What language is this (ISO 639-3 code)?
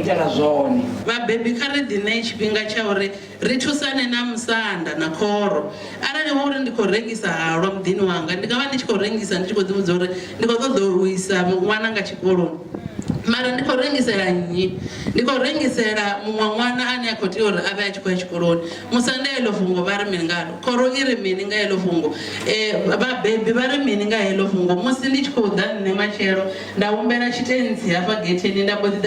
ven